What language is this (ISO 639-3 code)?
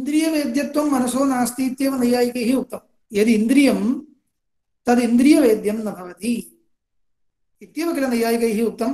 san